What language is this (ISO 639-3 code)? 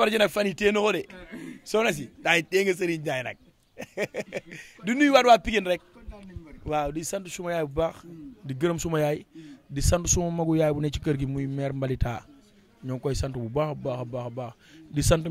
wol